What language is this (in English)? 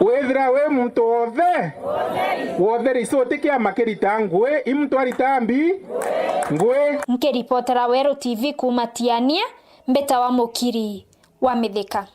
Meru